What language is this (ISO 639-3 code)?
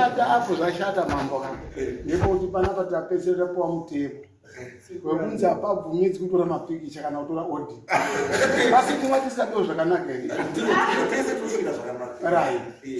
sna